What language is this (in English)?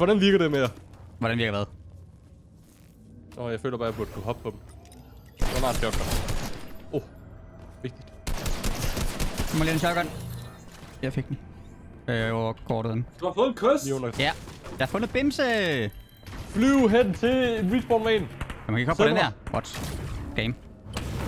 Danish